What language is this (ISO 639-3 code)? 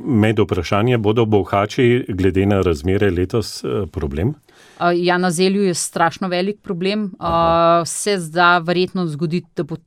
slv